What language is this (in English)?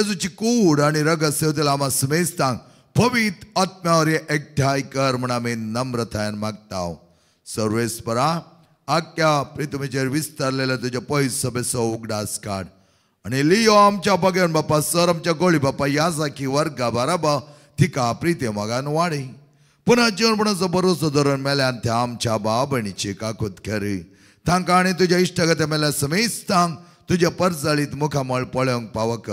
Konkani